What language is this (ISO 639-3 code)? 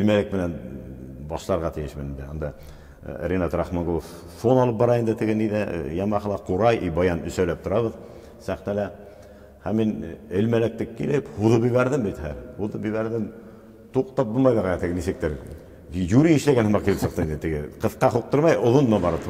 bak